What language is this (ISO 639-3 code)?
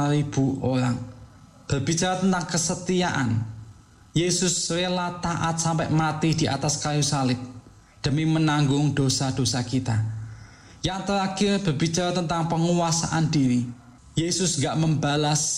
ind